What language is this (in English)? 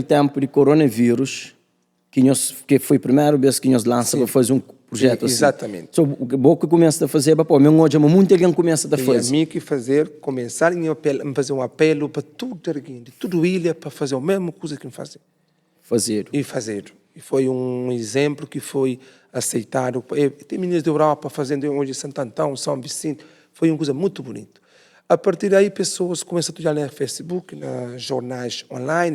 Kabuverdianu